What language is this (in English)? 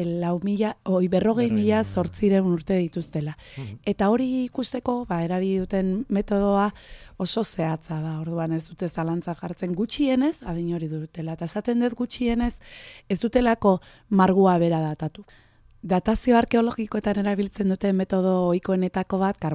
Basque